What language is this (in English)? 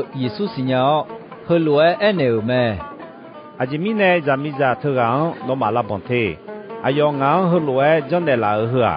Akha